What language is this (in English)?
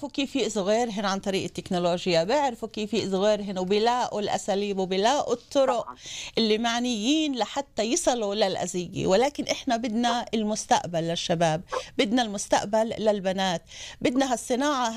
North Levantine Arabic